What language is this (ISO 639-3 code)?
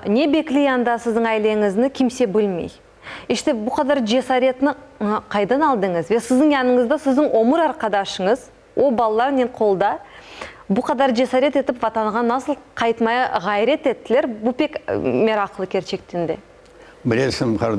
crh